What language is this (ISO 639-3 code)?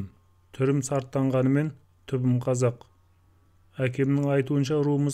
kaz